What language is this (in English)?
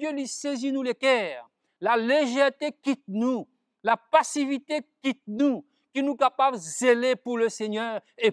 Morisyen